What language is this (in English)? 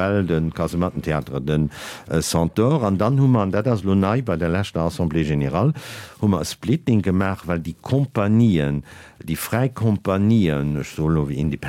Luxembourgish